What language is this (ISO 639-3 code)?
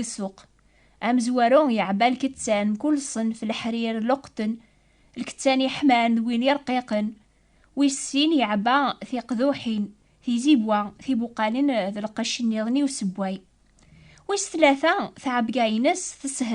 kab